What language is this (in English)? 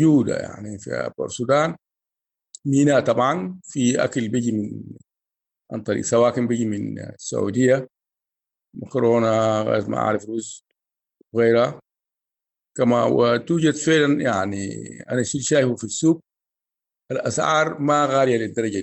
Sudanese Arabic